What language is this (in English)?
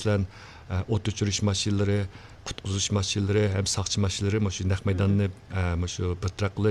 Uyghur